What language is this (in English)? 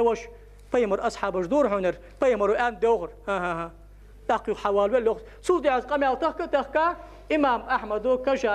Ingush